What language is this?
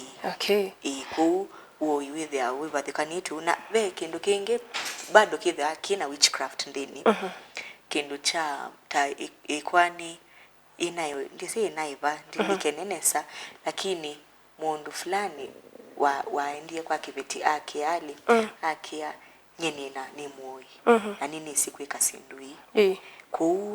Kamba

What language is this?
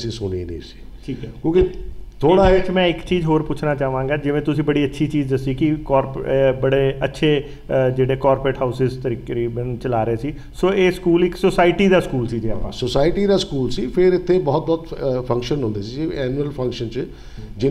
Punjabi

